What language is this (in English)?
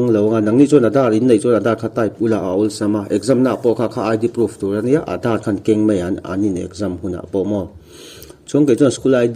Mizo